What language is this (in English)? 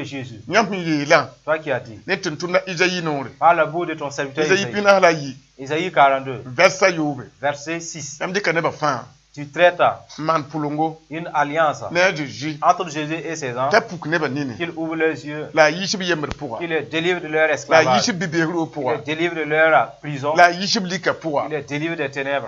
Mossi